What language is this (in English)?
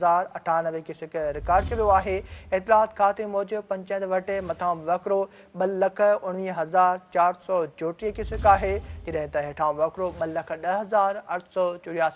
Sindhi